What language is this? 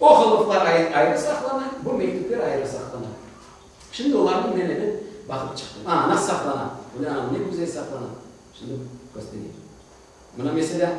Crimean Tatar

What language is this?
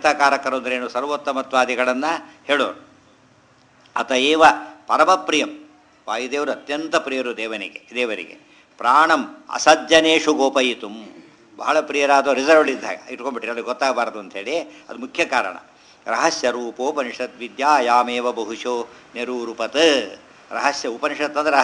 Kannada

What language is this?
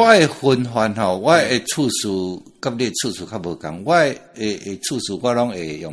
Min Nan Chinese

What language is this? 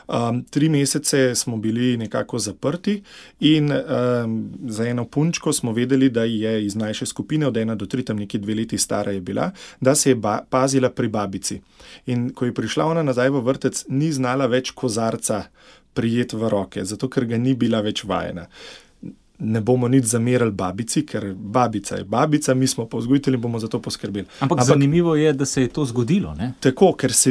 Slovenian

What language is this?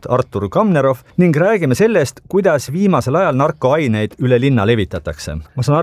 Estonian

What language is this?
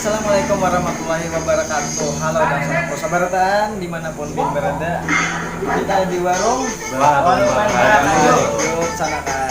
Banjar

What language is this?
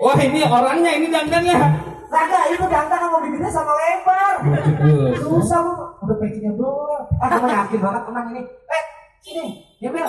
Betawi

